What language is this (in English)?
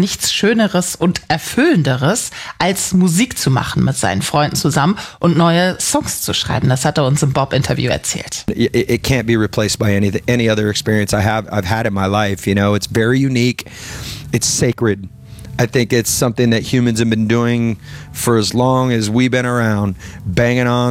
German